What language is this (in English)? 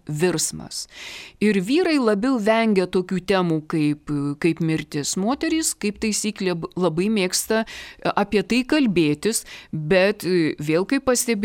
Lithuanian